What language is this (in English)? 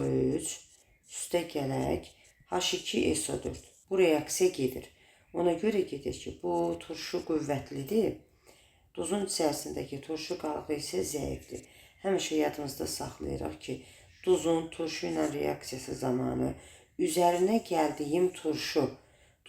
Azerbaijani